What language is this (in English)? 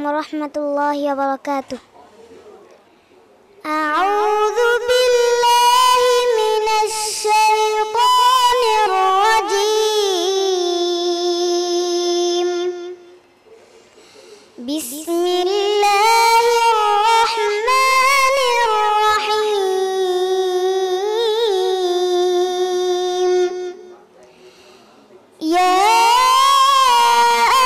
Bangla